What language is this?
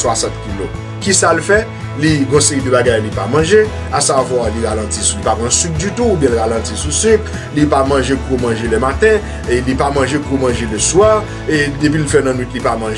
Haitian Creole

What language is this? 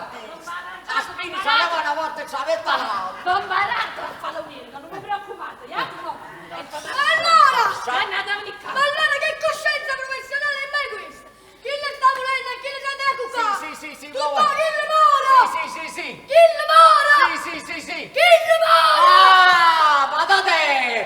Neapolitan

